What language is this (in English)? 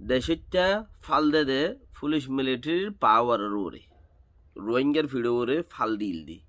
Rohingya